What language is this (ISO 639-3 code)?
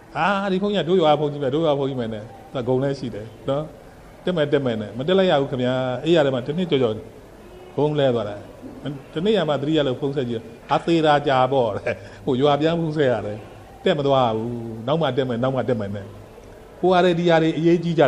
mya